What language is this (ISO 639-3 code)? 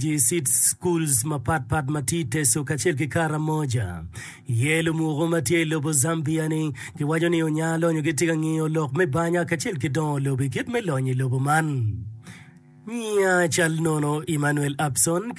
ach